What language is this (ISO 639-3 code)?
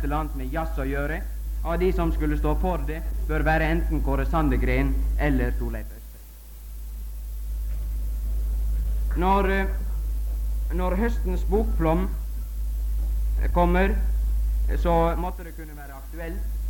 nor